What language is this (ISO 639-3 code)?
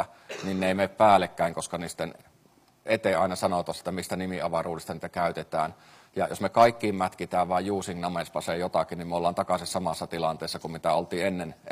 fin